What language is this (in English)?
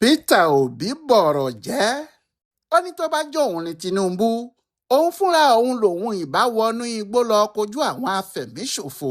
Yoruba